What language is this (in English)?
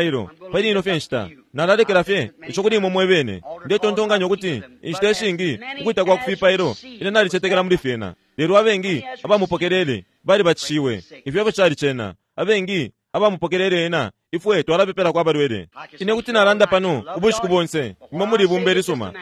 Bemba